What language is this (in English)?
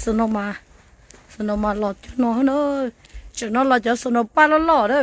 Hmong